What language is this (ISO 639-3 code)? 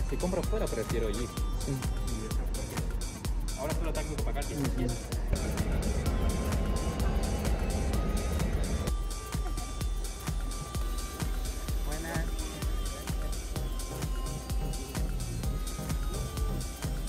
spa